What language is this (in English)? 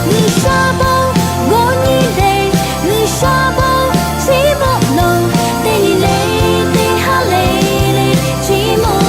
Lahu